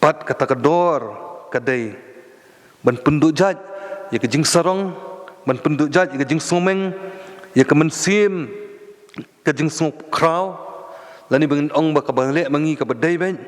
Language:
Khasi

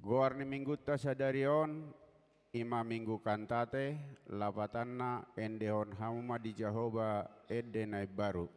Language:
Batak Toba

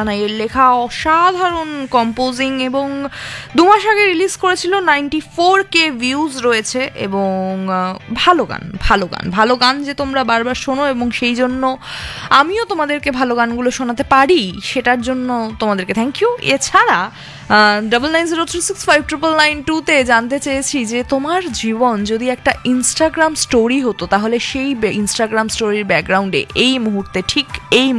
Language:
Bangla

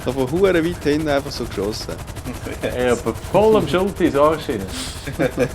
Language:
Swiss German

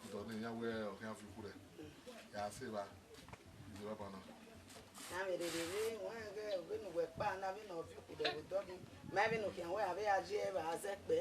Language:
Bini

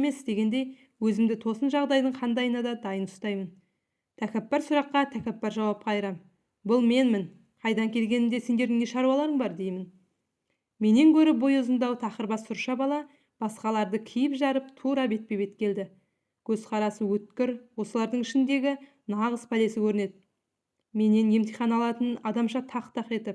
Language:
Kazakh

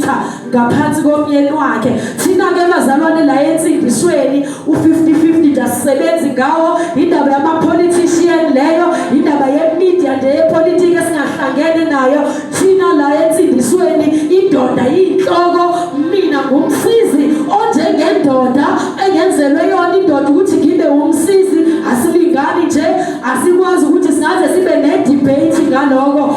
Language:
Zulu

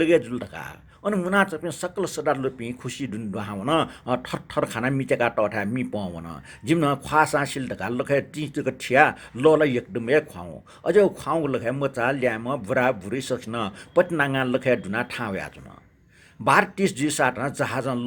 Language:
Newari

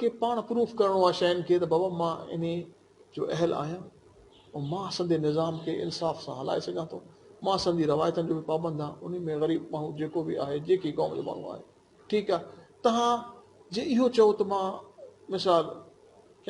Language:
Sindhi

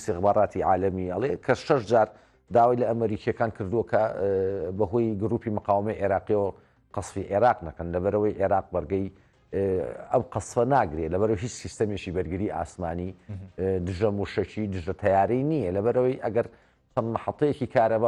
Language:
Central Kurdish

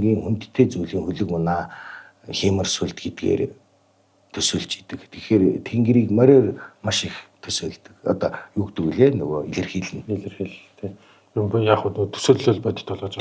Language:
Mongolian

